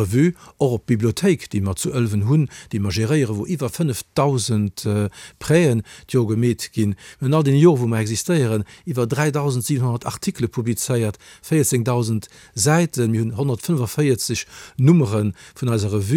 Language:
Luxembourgish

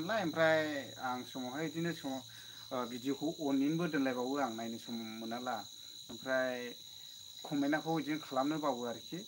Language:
Bodo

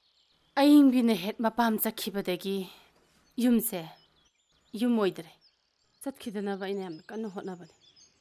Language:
Manipuri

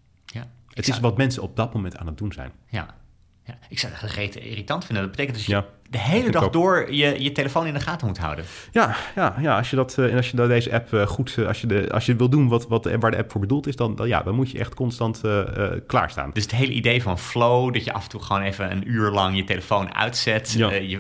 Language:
Dutch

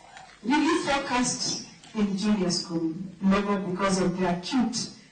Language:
Luo (Kenya and Tanzania)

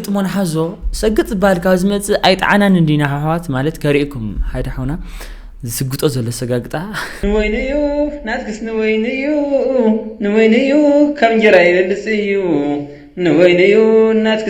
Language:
Tigrinya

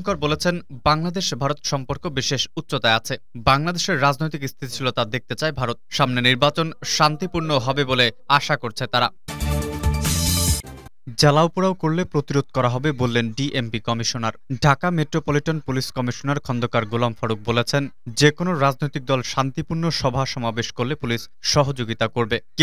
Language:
Bangla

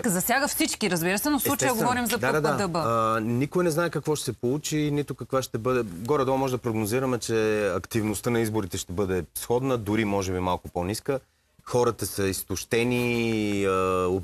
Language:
Bulgarian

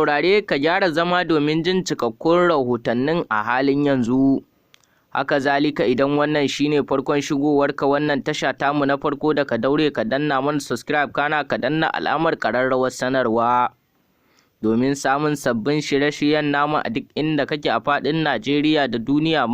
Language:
Hausa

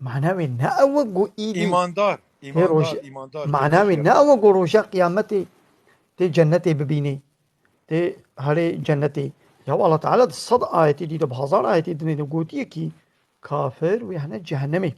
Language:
Kurdish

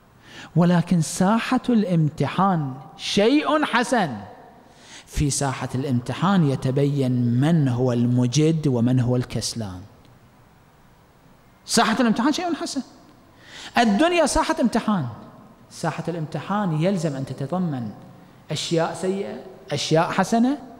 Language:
Arabic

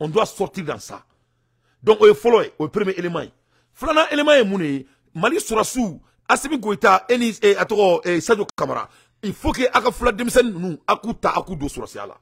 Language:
Bambara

